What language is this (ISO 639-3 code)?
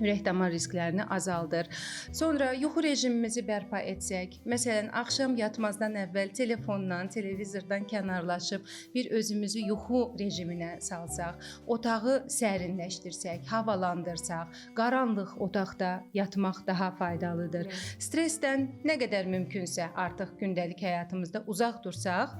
aze